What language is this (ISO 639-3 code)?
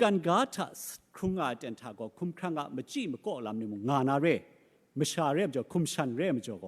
kac